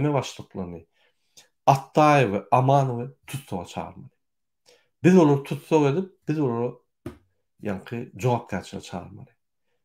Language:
Turkmen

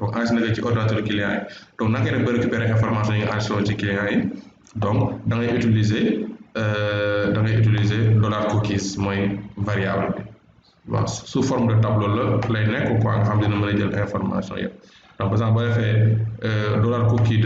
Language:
Wolof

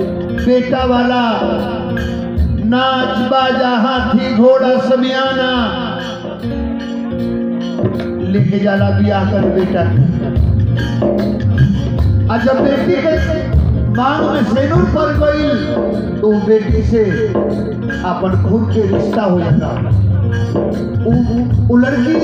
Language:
Bhojpuri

